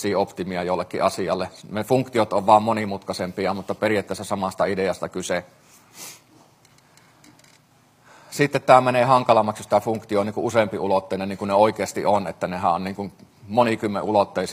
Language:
Finnish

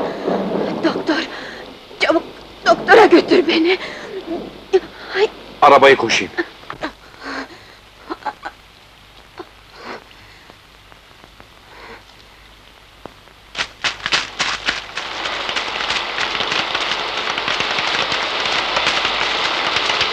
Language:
Turkish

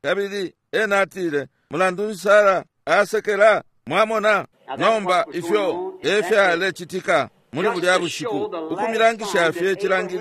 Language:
Bemba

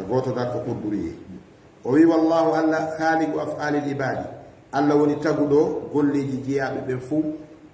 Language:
Fula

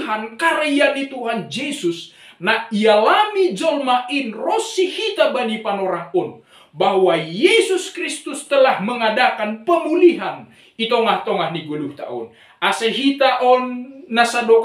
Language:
Batak Simalungun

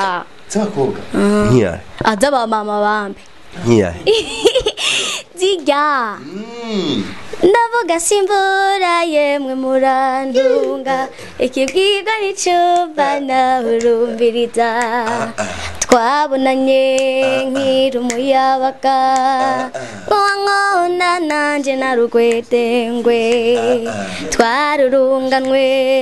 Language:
Rundi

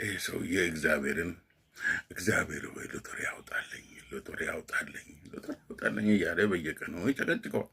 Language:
Amharic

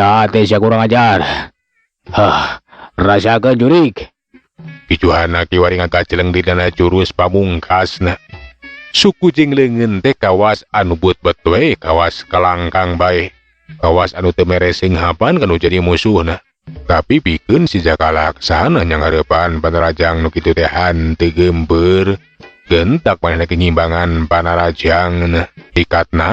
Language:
Sundanese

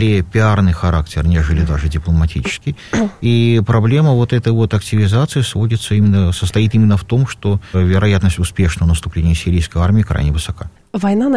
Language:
Russian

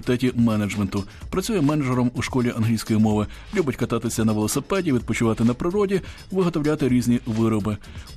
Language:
Ukrainian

